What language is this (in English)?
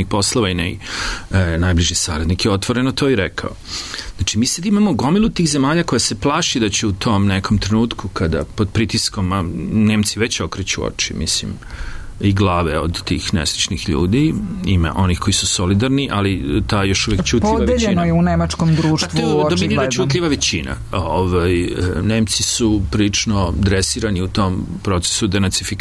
Serbian